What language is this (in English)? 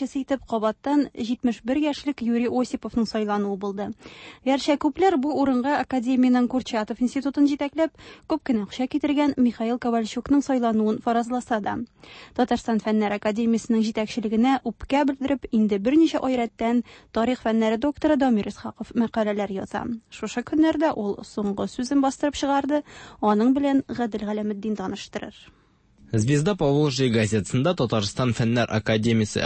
Tatar